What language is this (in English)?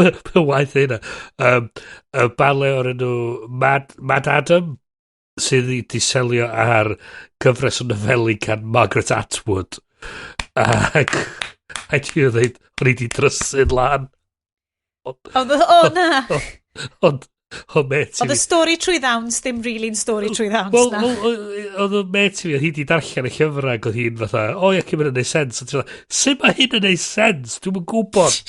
Welsh